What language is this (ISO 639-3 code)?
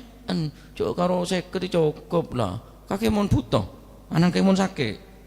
mad